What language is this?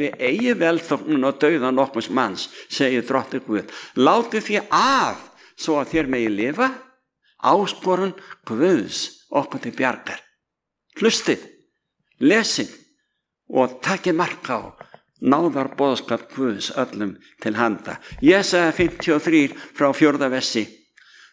Icelandic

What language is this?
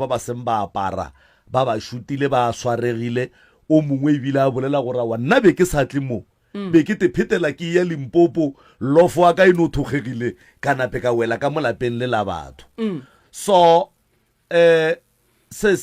Northern Sotho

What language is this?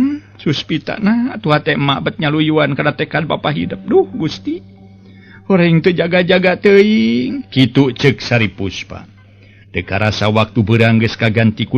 Sundanese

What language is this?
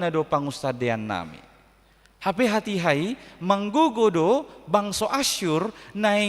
Batak Toba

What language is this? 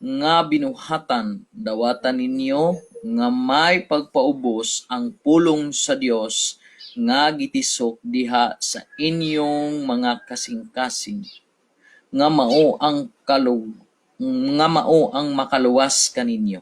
Cebuano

